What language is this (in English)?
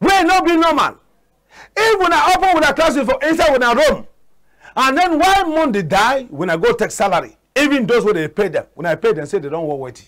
Cameroon Pidgin